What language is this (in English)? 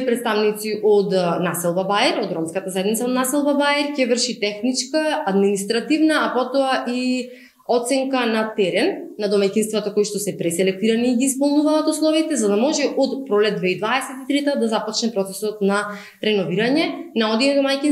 Macedonian